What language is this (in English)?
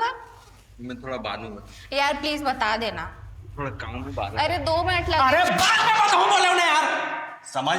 Chhattisgarhi